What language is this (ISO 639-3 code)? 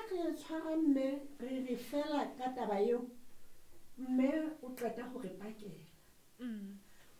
sot